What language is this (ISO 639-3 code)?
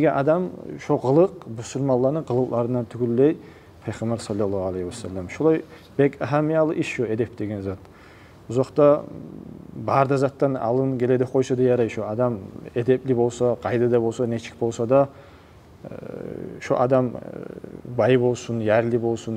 kum